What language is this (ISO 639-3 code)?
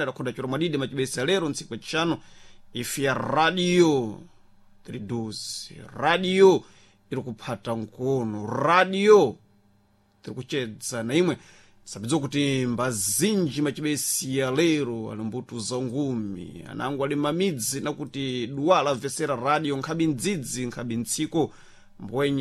seh